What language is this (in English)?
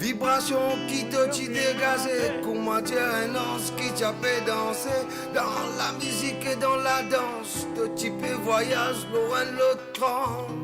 Morisyen